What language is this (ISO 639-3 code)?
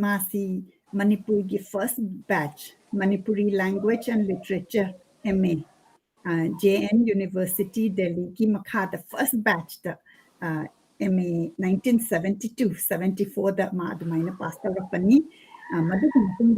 mni